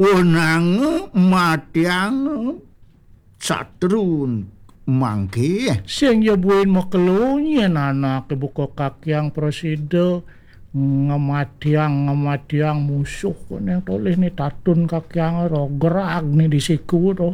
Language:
Balinese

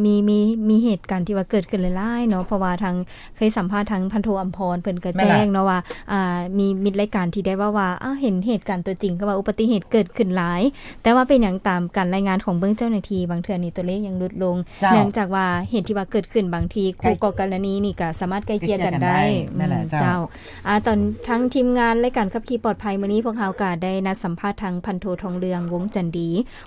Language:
Lao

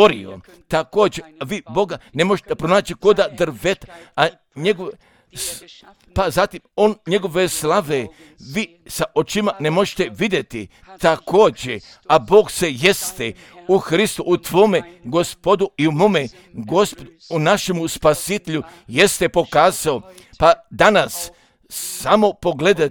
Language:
Croatian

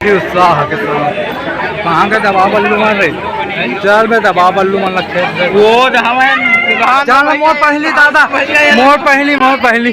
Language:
Chhattisgarhi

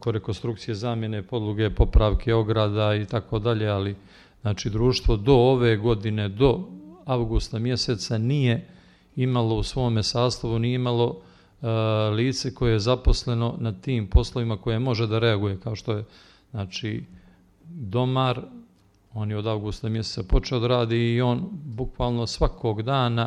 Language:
Croatian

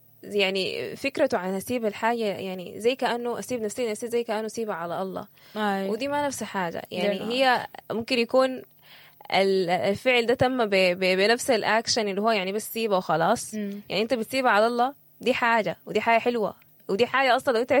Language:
Sudanese Arabic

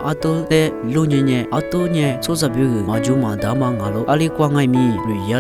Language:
Lisu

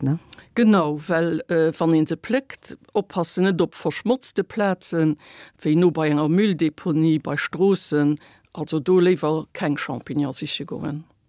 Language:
Luxembourgish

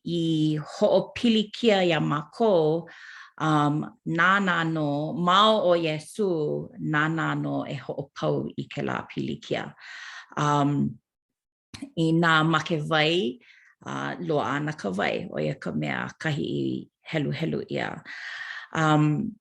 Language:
Hawaiian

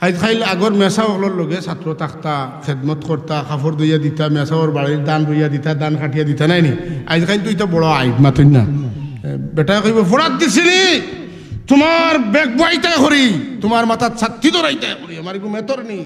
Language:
Sylheti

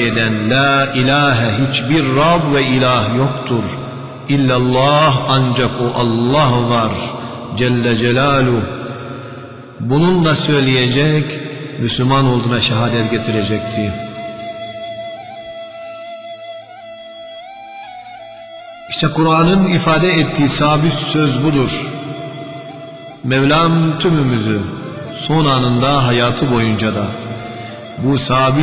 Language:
Turkish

